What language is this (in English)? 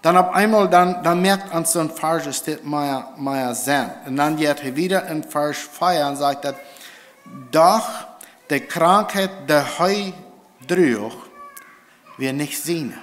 Plautdietsch